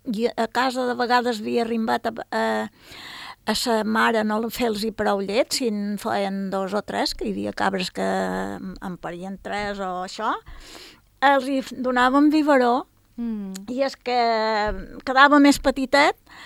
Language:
Catalan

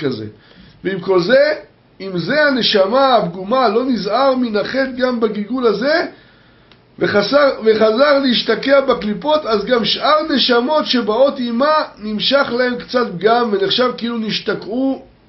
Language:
Hebrew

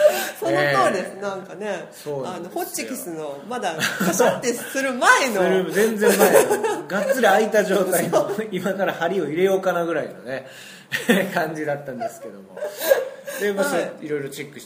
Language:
Japanese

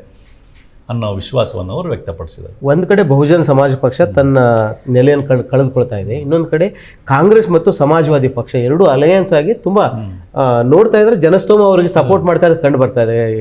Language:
Kannada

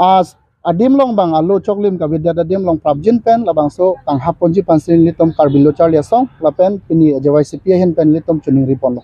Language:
Karbi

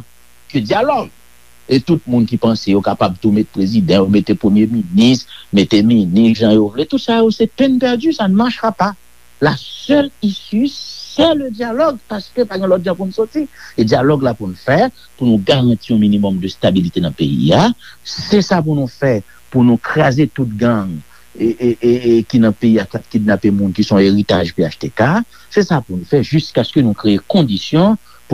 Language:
Haitian Creole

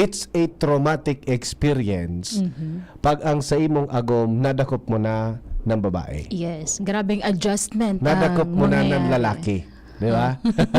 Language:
Bikol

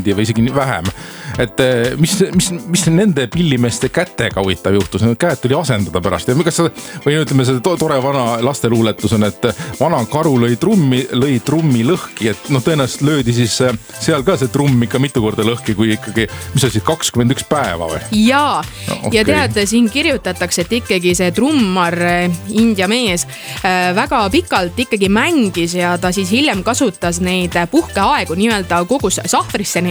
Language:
Estonian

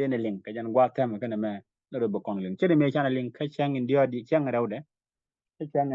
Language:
Nuer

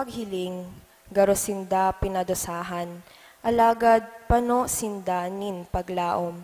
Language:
Bikol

